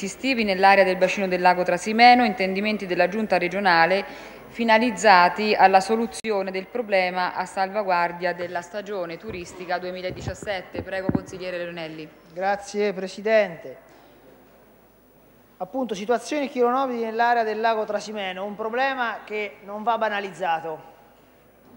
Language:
Italian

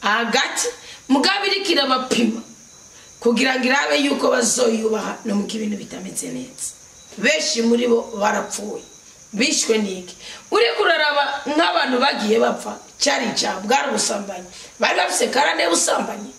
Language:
Rundi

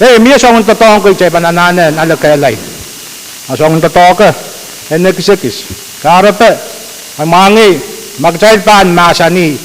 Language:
Pohnpeian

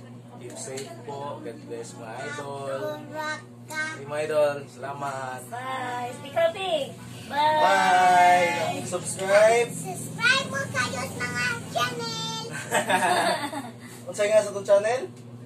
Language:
Filipino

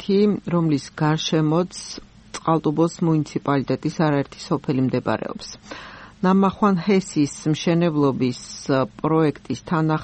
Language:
Georgian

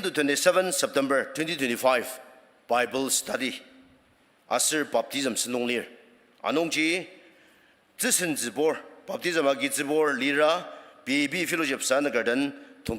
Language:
Ao Naga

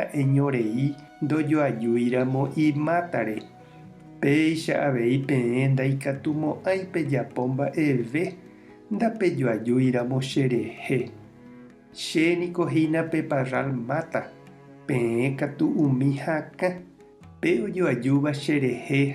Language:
Guarani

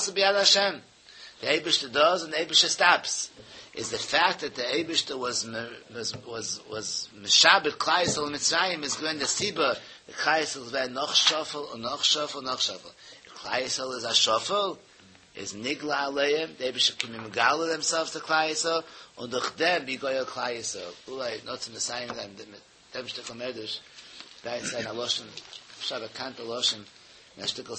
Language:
Yiddish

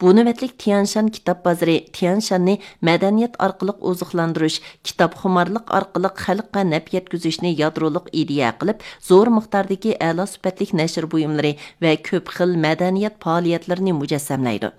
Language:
Uyghur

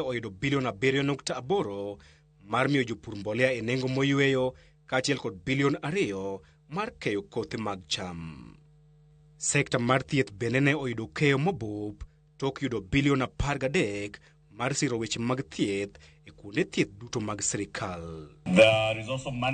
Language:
Luo (Kenya and Tanzania)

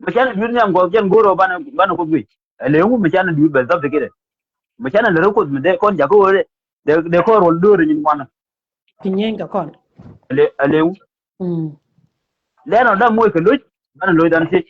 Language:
Nuer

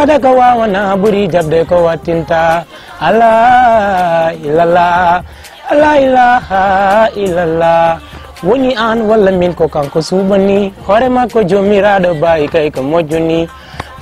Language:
Fula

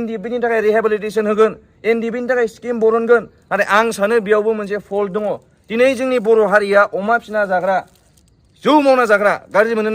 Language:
Bodo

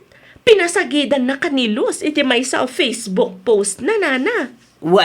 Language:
Iloko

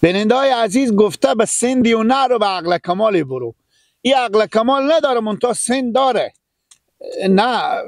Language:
Persian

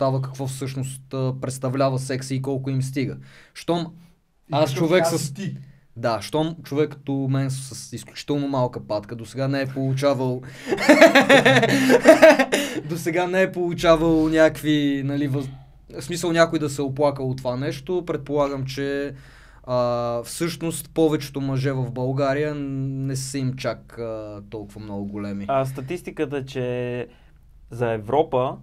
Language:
Bulgarian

